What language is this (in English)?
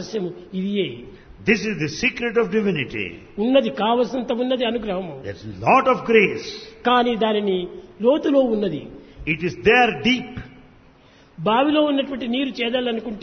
Telugu